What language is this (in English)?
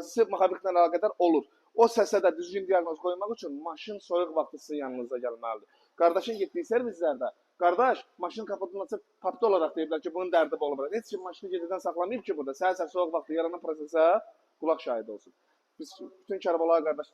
Azerbaijani